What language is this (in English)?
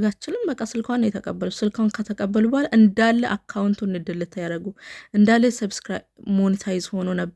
Amharic